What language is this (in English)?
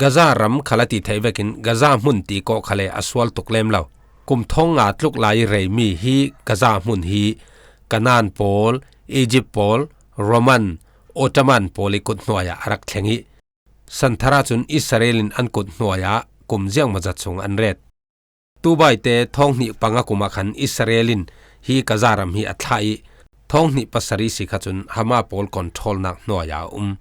Falam Chin